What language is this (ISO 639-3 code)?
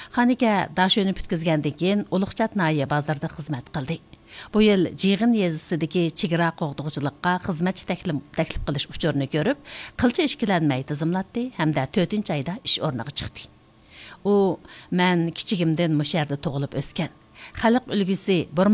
uig